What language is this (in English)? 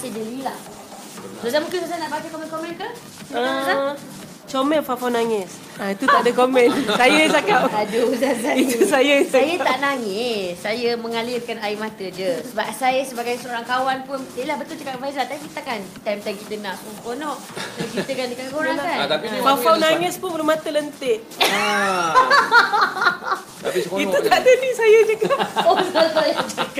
Malay